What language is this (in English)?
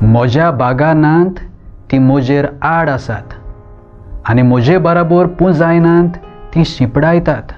Konkani